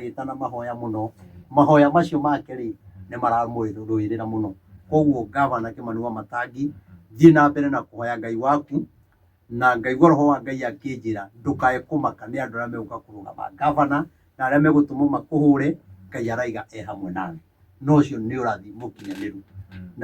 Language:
Kikuyu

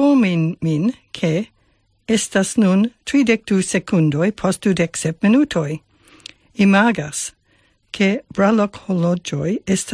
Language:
Esperanto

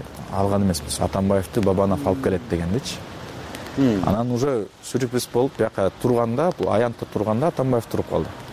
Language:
Kyrgyz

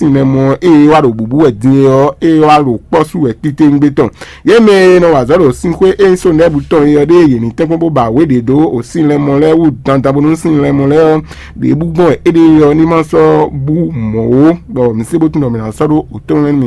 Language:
Fon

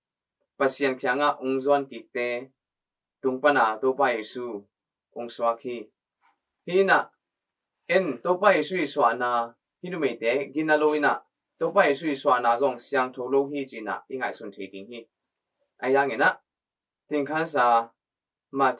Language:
Tedim Chin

